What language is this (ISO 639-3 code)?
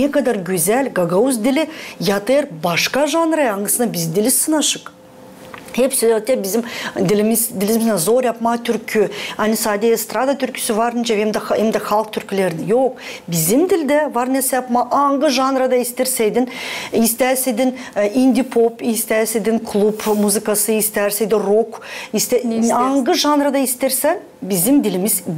gag